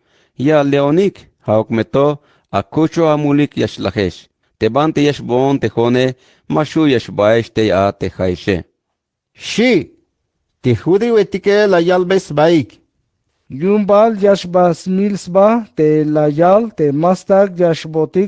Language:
Tzeltal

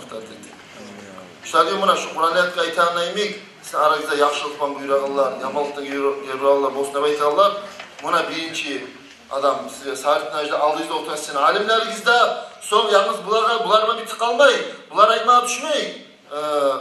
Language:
Kumyk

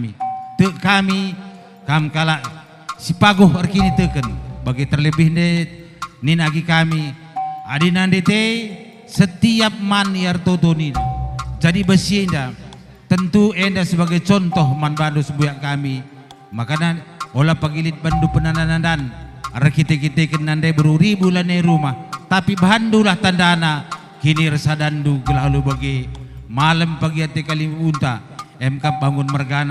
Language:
Batak Karo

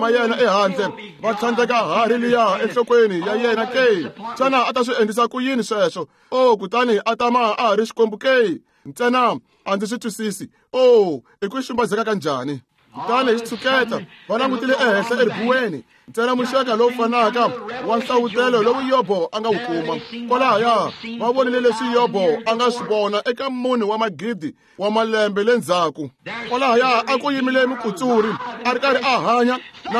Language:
Tsonga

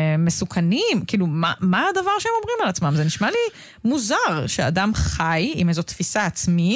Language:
Hebrew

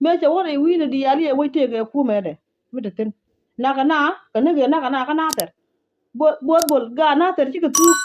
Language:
Nuer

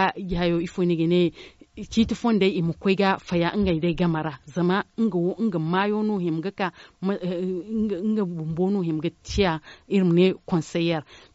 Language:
Zarma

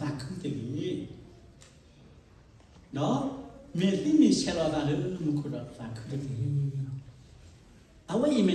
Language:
S'gaw Karen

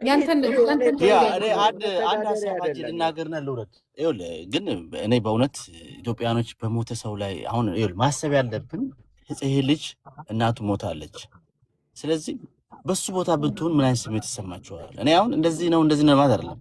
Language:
Amharic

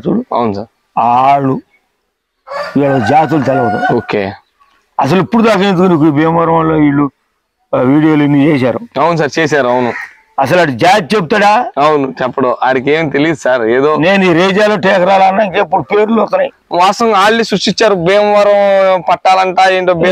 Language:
Telugu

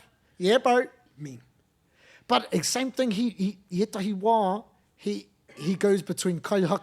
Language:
Māori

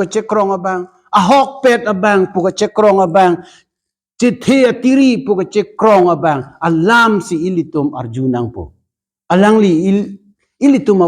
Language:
Karbi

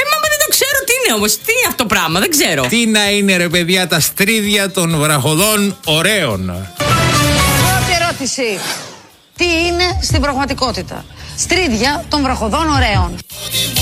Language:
Greek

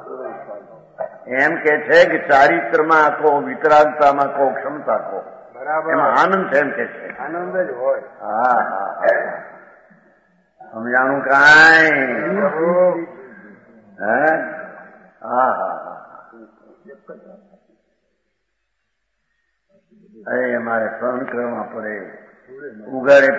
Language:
Gujarati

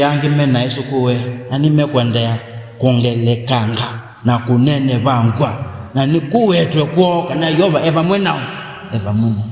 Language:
Kamba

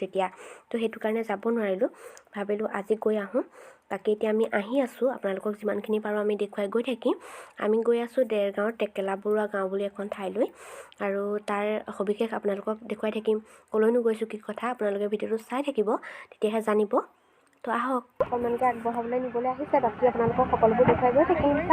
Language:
Assamese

